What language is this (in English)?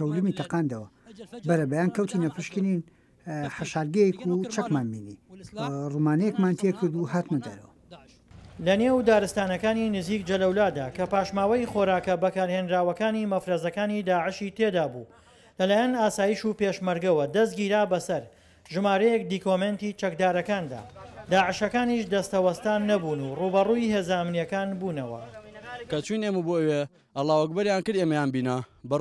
Central Kurdish